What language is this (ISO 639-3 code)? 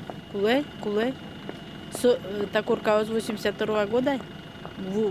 udm